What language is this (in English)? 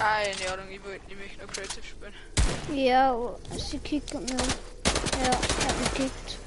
Bavarian